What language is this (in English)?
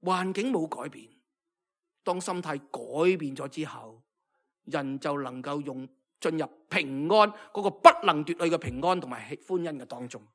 Cantonese